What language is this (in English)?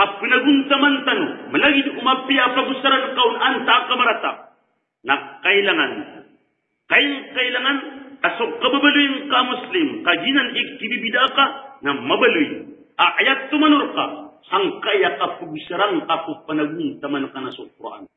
Maranao